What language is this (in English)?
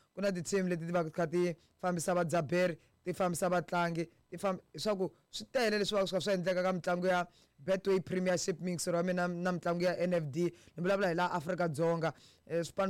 Tsonga